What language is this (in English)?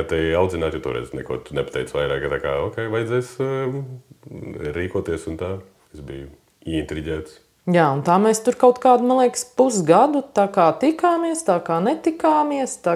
Latvian